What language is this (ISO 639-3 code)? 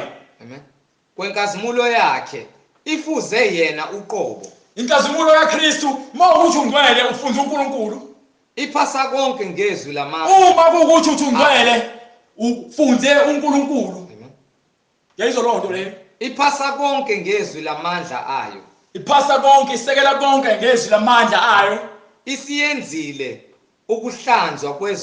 zul